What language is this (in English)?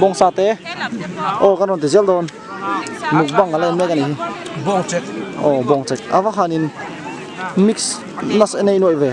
Mizo